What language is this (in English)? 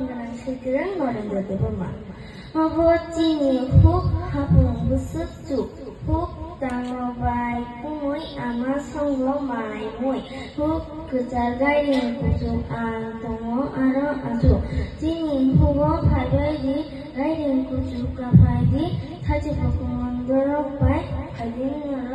Kok Borok